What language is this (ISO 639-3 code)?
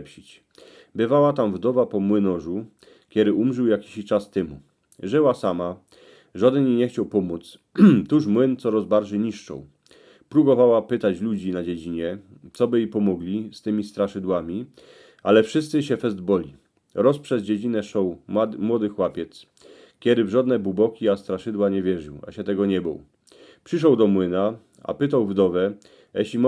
szl